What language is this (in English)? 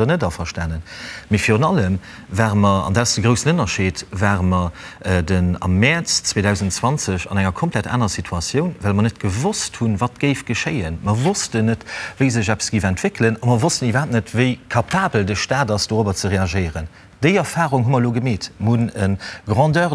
Luxembourgish